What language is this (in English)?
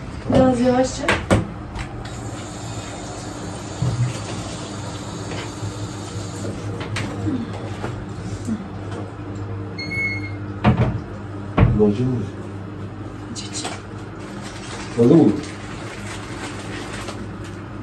Turkish